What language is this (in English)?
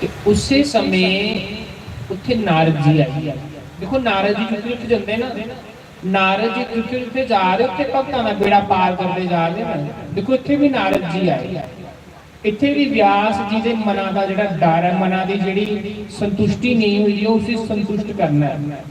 Dogri